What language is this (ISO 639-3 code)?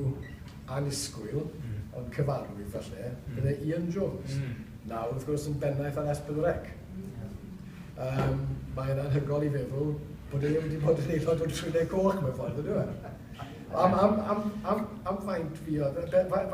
cym